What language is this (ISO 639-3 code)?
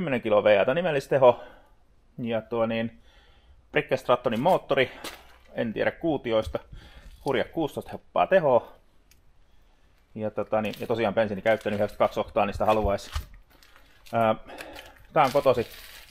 fin